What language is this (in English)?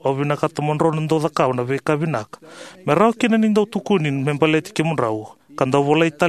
Fijian